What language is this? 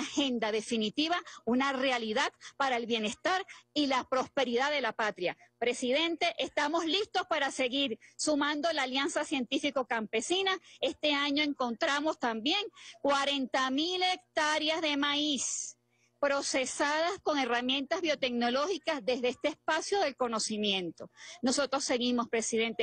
Spanish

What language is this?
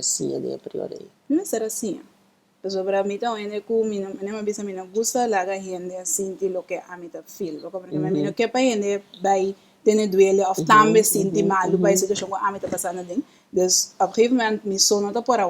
Papiamento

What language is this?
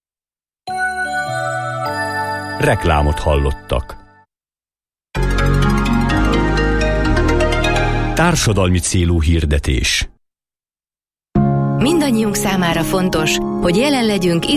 Hungarian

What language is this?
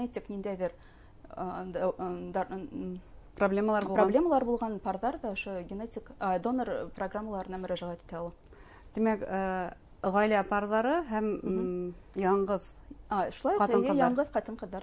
Bashkir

